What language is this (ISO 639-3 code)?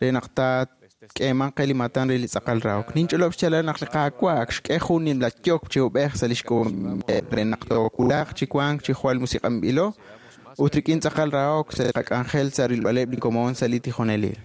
kek